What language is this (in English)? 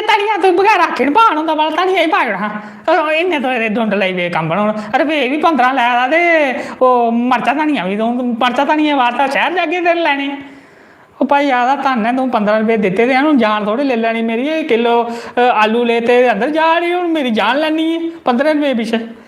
Dogri